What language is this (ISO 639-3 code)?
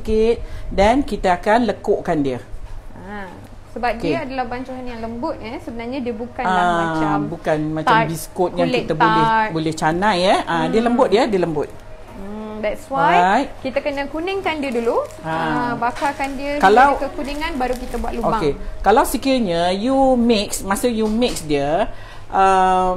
msa